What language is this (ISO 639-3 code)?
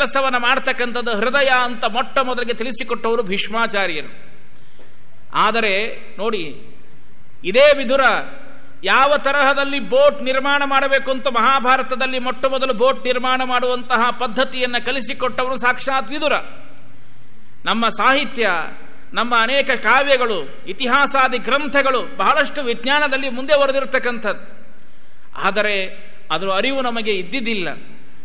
kan